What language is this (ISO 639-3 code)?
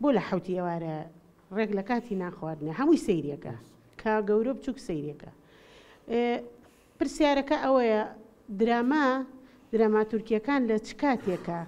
ckb